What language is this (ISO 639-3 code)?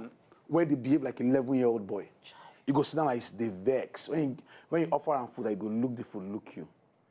pcm